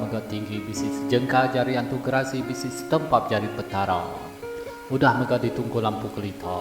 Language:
Iban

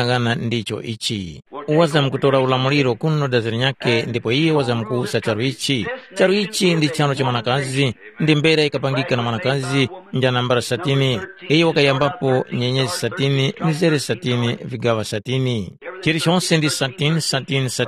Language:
Tumbuka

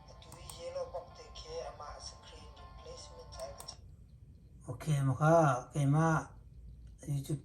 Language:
Hakha Chin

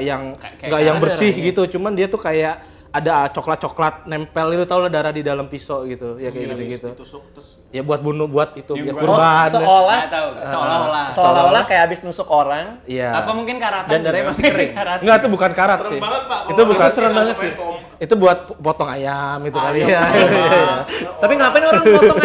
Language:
Indonesian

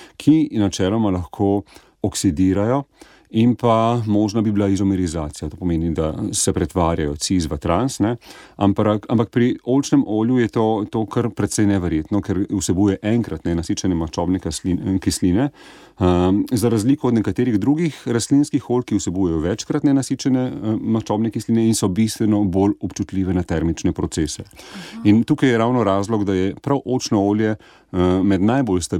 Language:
Slovenian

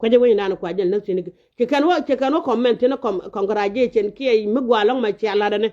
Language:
Nuer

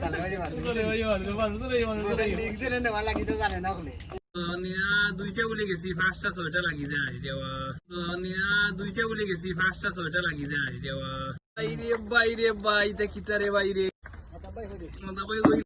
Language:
Sylheti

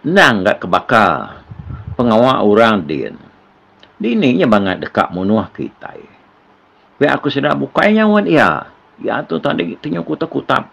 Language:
Iban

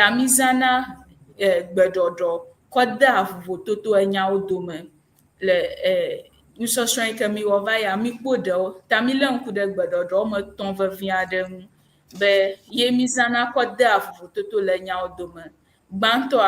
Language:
Ewe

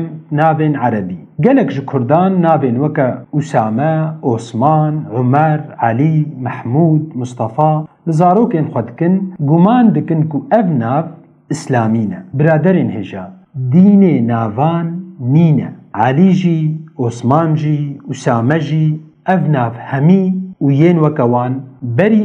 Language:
Kurdish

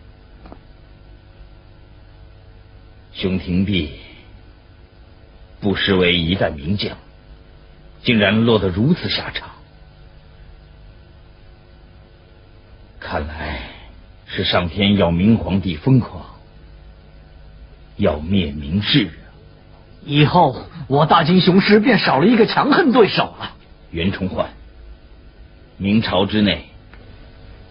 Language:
Chinese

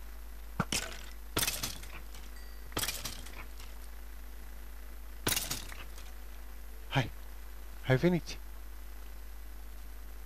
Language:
Romanian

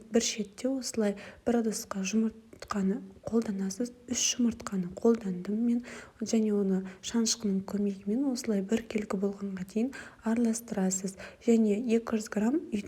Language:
Kazakh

